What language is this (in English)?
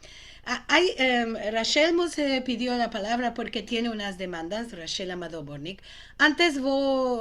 Ladino